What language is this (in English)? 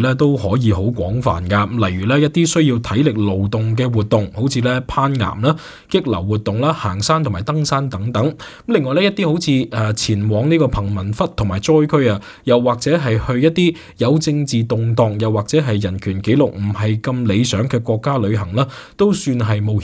Cantonese